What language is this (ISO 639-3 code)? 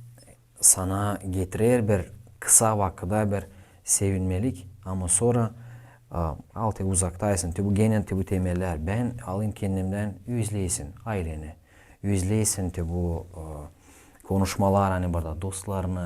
gag